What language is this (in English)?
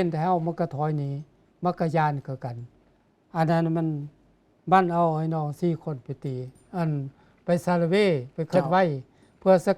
Lao